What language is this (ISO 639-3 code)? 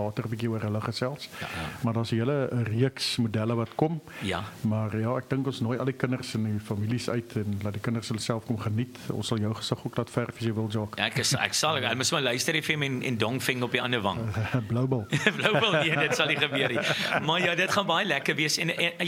afr